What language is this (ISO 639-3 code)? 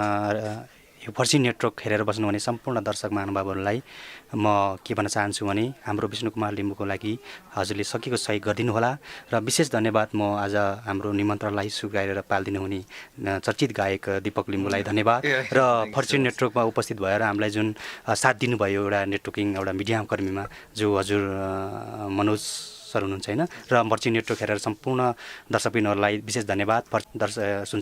nep